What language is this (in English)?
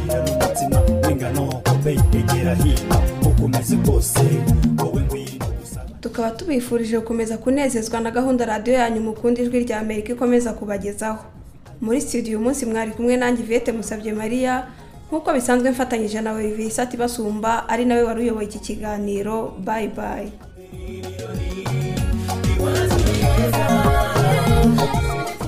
Kinyarwanda